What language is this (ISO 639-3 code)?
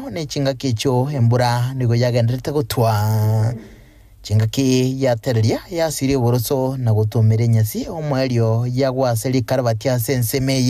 guz